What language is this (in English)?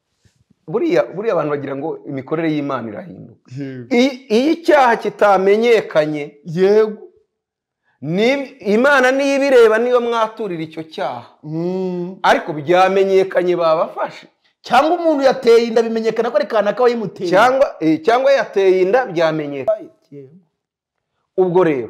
Kinyarwanda